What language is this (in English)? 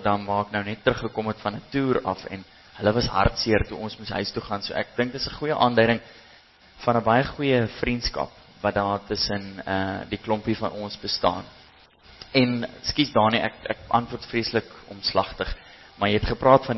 Afrikaans